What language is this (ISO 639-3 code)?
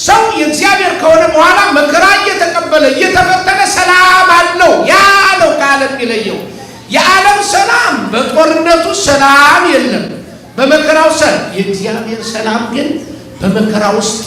amh